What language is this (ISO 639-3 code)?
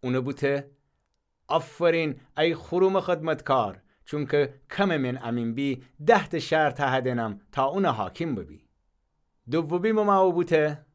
glk